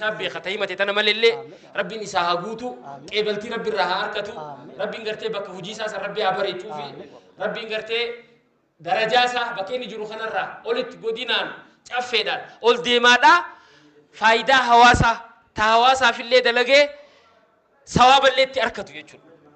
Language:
Oromo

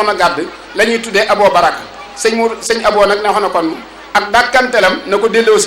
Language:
Wolof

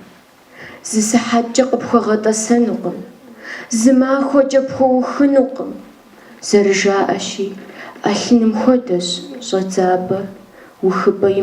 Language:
Kabardian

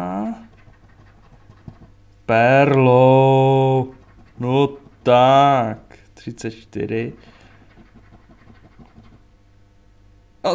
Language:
Czech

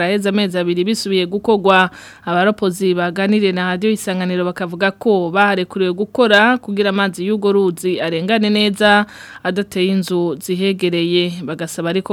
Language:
Rundi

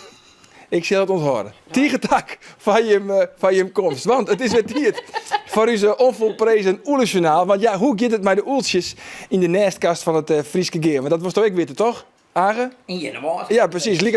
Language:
Western Frisian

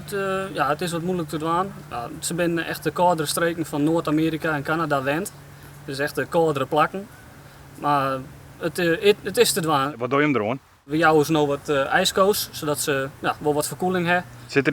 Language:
Western Frisian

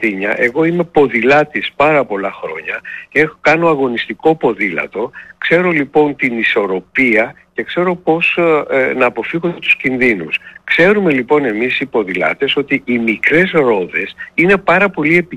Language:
Greek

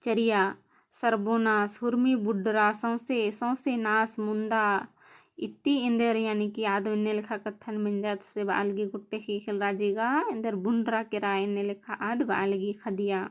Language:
Kurukh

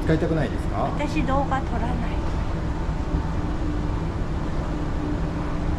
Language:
Japanese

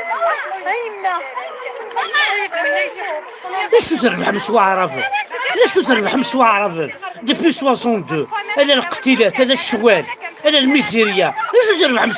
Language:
Kabyle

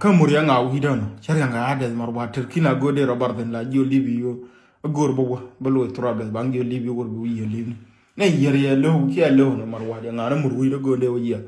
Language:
Nuer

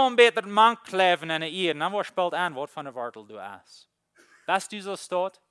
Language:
Plautdietsch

